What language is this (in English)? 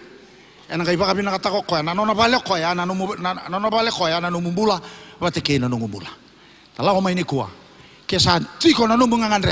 Fijian